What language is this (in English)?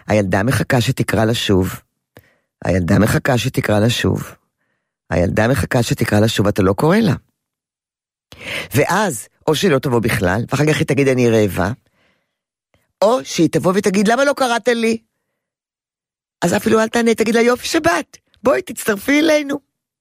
Hebrew